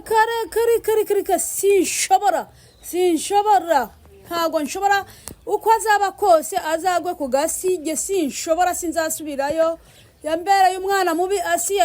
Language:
Kinyarwanda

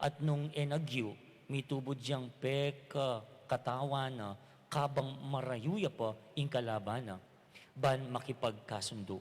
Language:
Pampanga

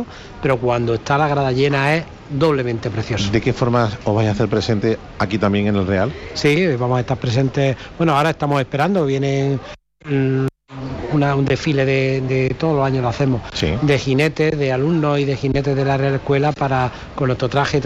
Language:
Spanish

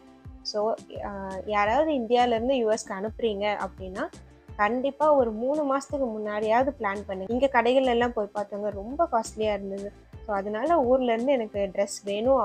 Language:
Tamil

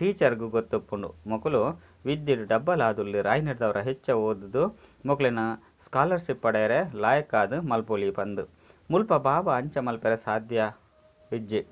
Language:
Tulu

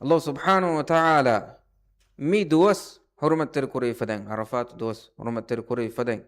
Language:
Divehi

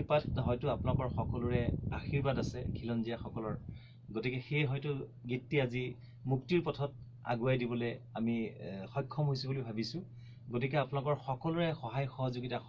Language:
Assamese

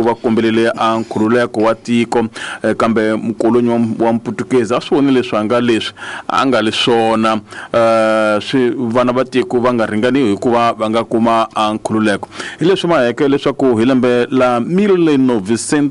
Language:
Tsonga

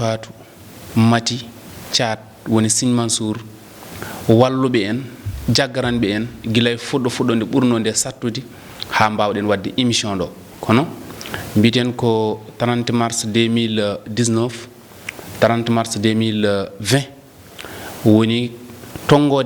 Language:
Fula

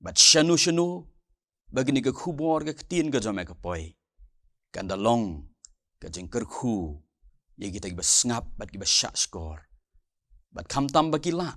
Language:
Khasi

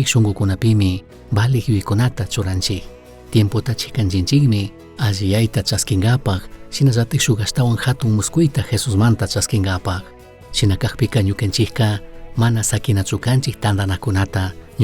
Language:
Chimborazo Highland Quichua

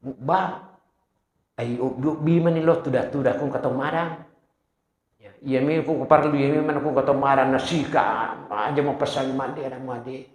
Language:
Buginese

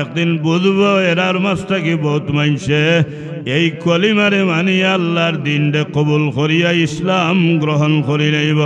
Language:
Sylheti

